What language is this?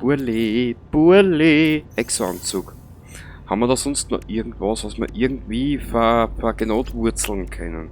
Bavarian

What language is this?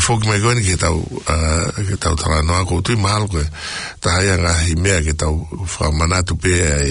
Tongan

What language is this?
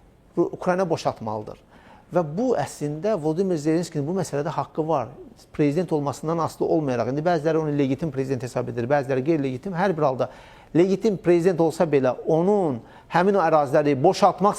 Azerbaijani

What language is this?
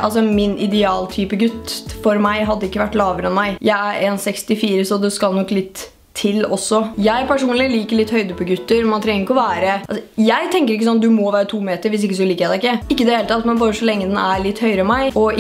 Norwegian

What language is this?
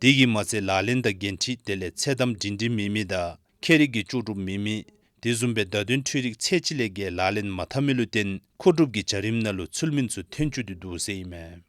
Dzongkha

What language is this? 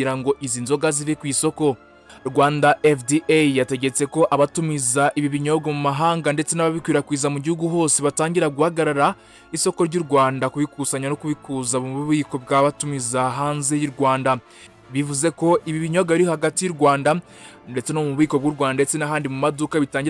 Kinyarwanda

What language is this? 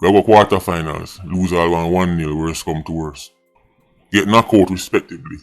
Jamaican Creole English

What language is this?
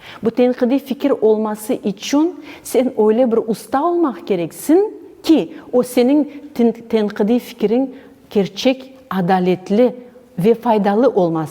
Crimean Tatar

